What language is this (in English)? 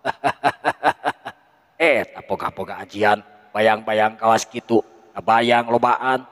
Sundanese